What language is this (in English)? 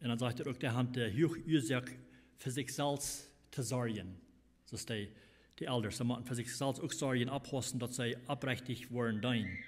Plautdietsch